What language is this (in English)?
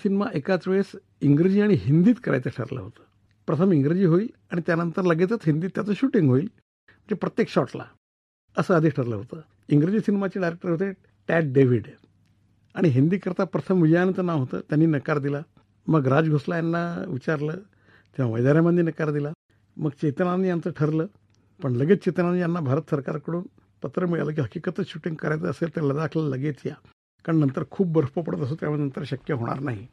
Marathi